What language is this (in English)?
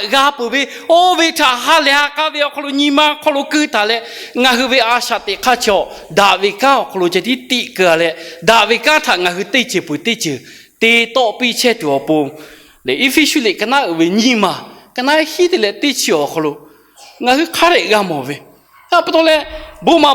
Lahu